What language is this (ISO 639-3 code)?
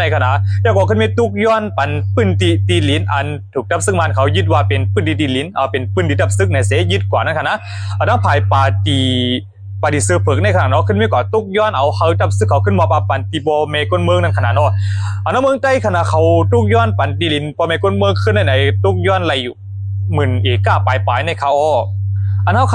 shn